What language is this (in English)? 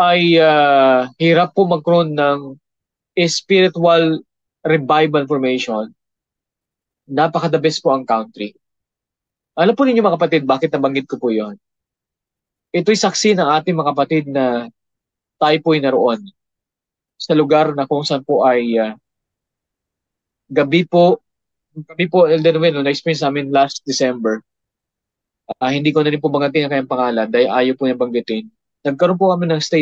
Filipino